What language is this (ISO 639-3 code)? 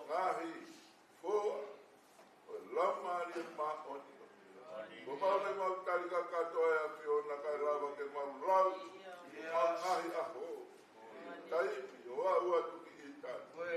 ton